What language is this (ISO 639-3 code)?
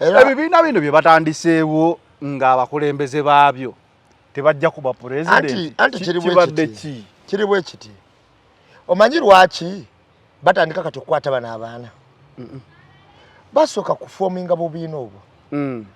lug